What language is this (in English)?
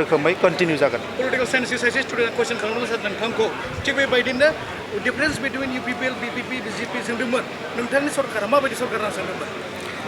Bodo